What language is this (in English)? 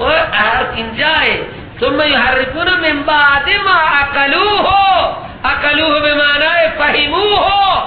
Persian